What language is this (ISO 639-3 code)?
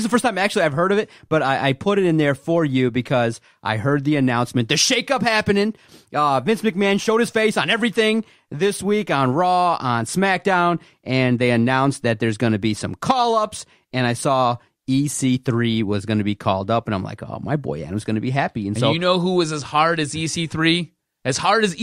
eng